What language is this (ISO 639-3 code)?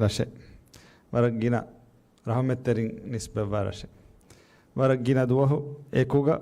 div